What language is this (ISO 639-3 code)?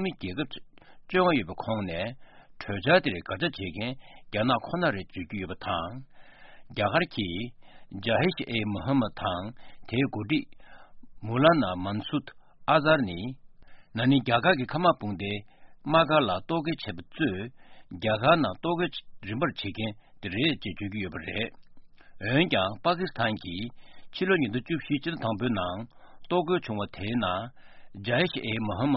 bod